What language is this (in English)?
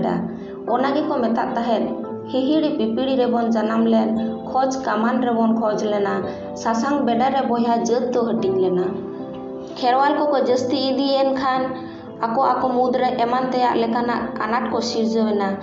Santali